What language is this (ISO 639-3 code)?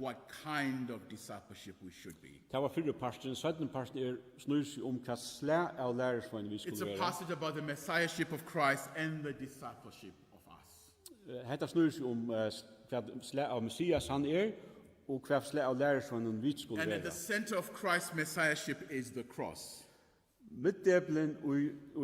fao